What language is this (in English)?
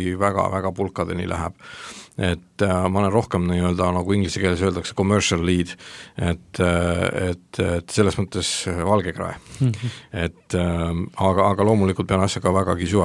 Estonian